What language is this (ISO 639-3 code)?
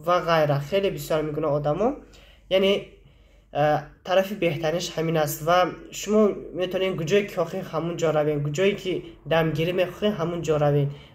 tgk